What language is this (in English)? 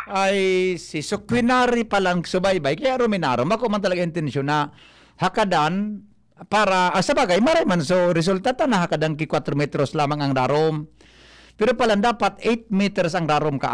Bikol